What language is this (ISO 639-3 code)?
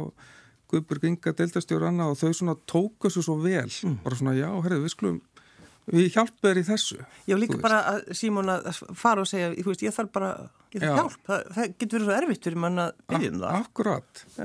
isl